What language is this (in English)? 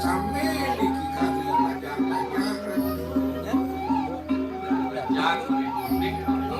Balinese